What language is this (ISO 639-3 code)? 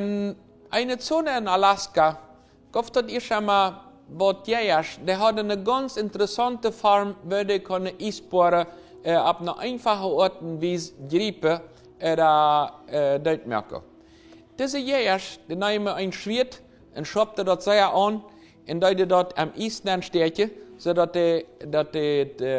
pdt